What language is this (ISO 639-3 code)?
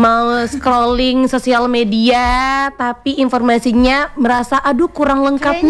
ind